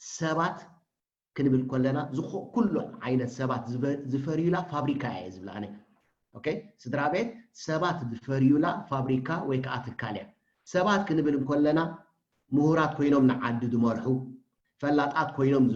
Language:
Tigrinya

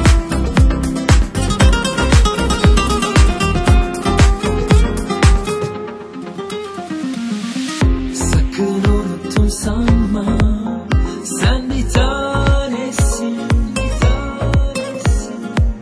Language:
Turkish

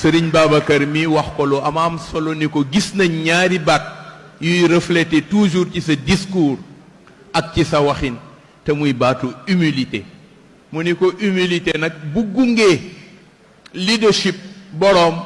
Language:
Wolof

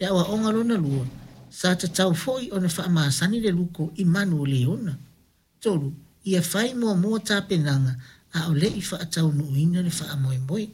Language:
Samoan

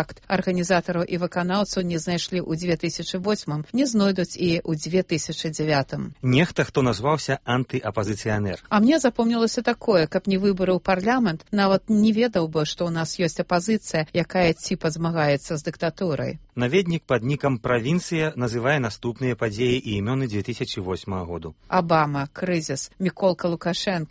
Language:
Belarusian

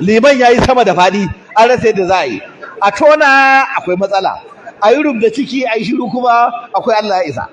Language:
Hausa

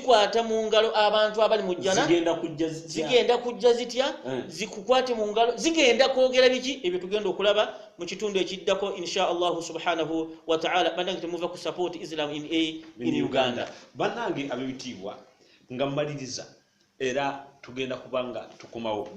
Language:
Ganda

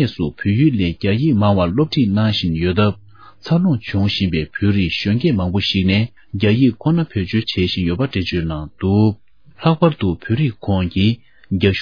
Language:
Tibetan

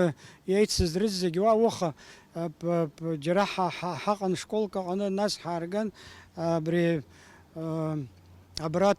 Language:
Abkhazian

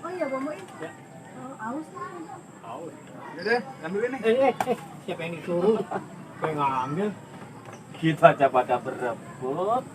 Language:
Betawi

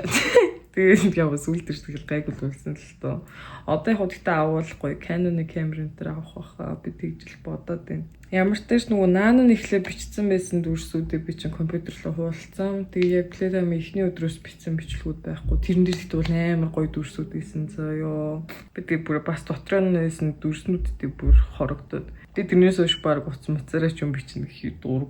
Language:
Mongolian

